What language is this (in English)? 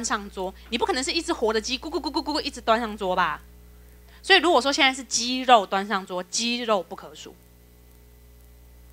Chinese